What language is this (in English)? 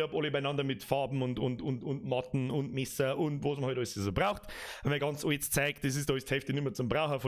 Bavarian